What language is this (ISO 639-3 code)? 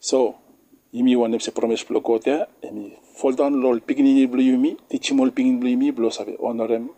bis